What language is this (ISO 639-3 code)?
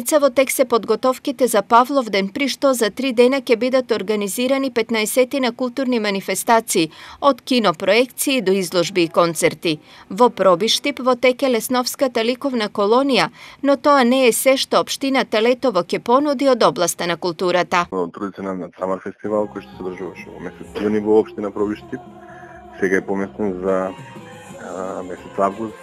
mkd